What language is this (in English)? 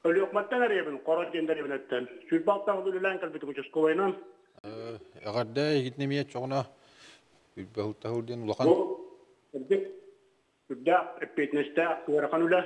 Yakut